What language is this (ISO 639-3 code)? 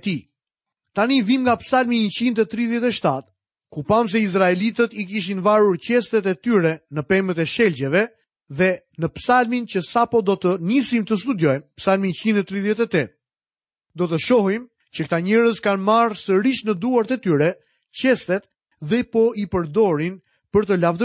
sqi